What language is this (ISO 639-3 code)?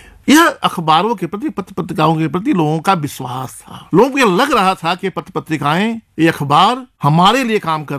hin